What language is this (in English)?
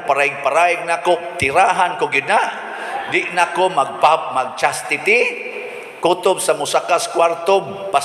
Cebuano